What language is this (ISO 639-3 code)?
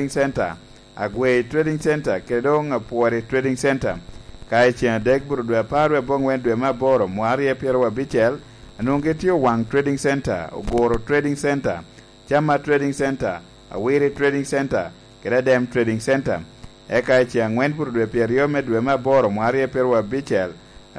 laj